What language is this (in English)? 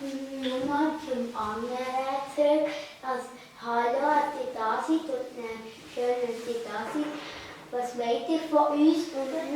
Swiss German